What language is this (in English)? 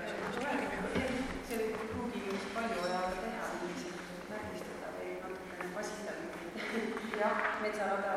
Estonian